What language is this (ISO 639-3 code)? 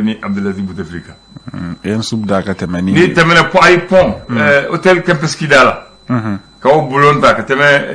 bam